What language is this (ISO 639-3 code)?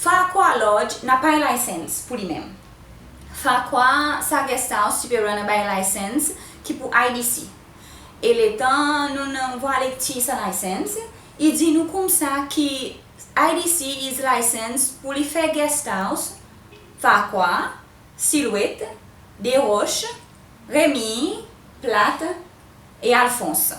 crs